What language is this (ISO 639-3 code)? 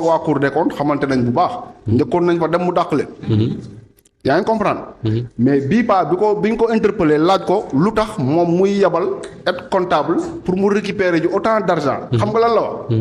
wol